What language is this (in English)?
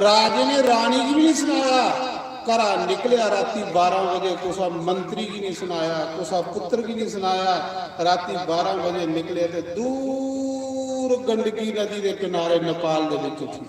Dogri